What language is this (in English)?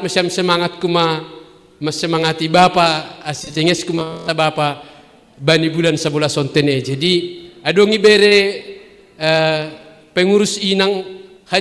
Batak Simalungun